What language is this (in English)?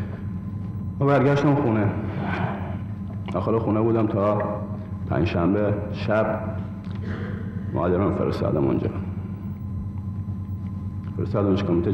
Persian